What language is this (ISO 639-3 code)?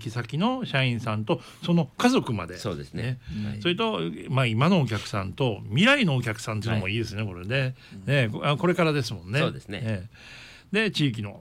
jpn